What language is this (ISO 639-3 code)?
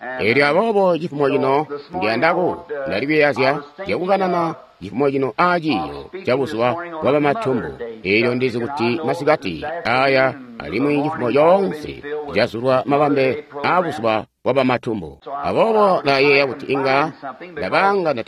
toi